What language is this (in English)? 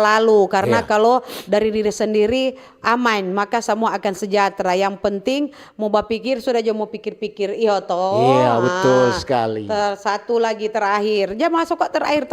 Manado Malay